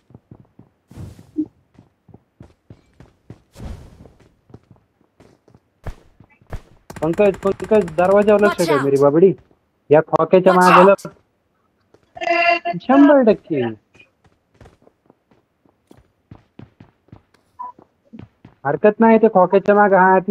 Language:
Marathi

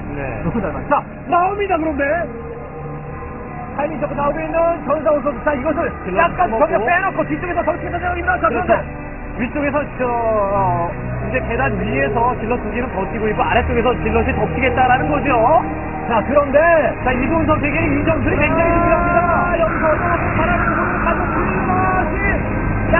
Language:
Korean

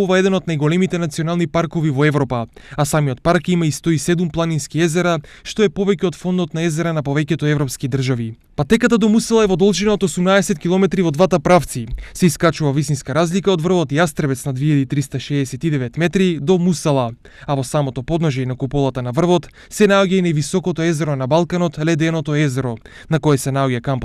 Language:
Macedonian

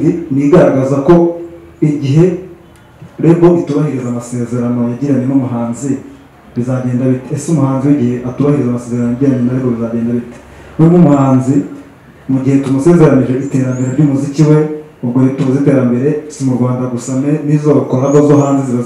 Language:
Kinyarwanda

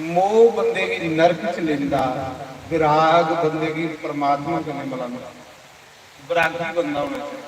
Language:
Dogri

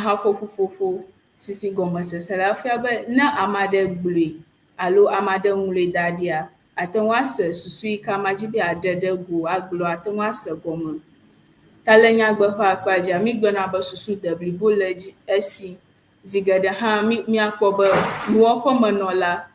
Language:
Ewe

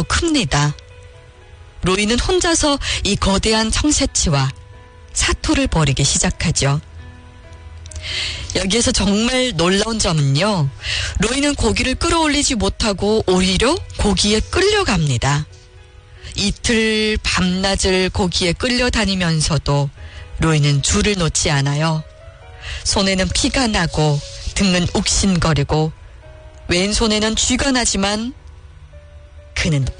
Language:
Korean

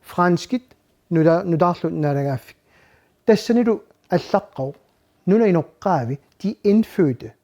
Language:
Kalaallisut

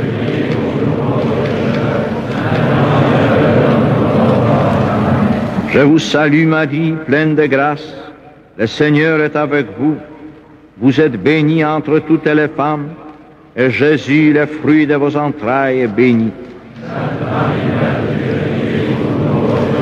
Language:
French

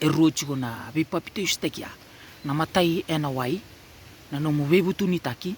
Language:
Fijian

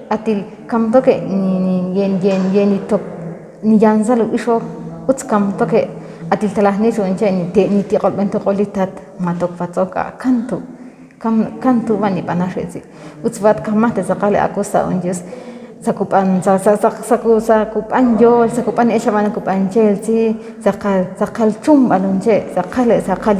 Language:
Ixil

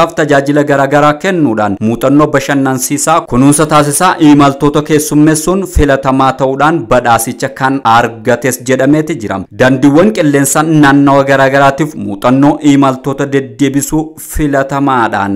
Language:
Oromo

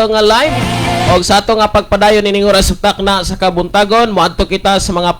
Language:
Cebuano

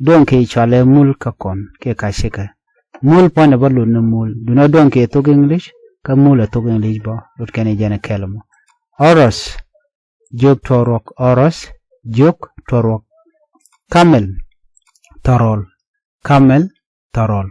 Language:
Nuer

